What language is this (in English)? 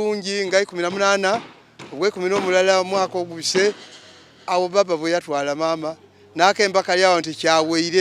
Soga